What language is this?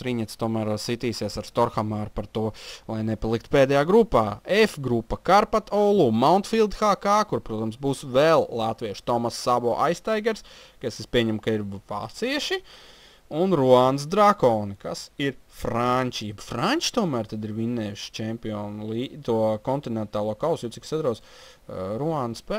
Latvian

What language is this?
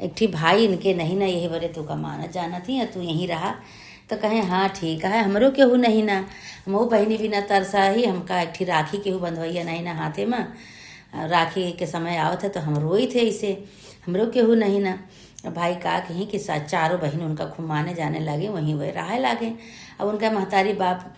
Awadhi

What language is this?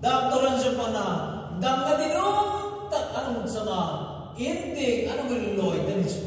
Hmar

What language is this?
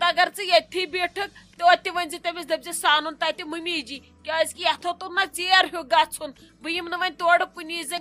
Kashmiri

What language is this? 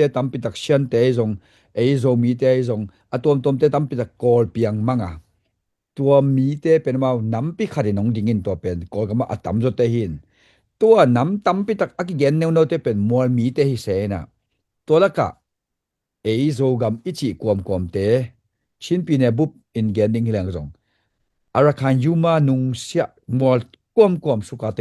Tedim Chin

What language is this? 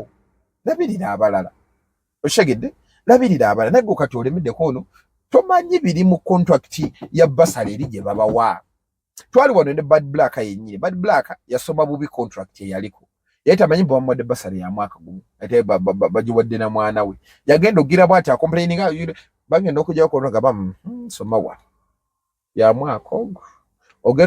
Ganda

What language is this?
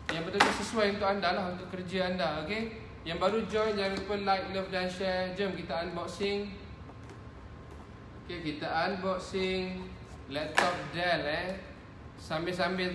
Malay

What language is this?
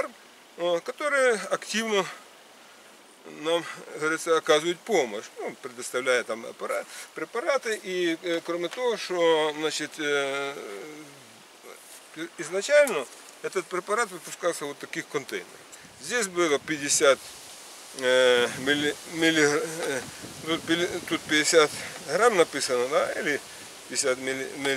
Russian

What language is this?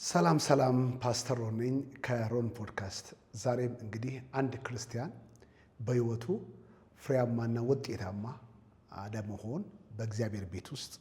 Amharic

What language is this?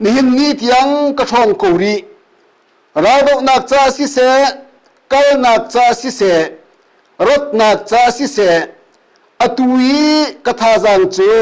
Hakha Chin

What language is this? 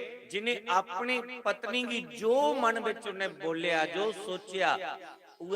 Dogri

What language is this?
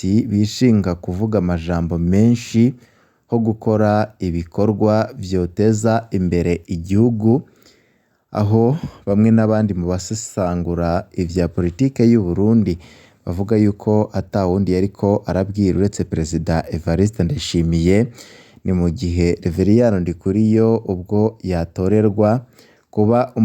Rundi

